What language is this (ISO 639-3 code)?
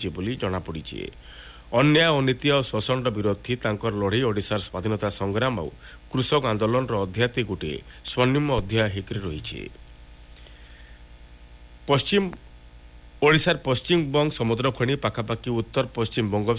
ori